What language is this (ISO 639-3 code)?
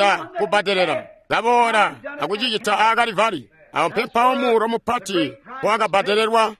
toi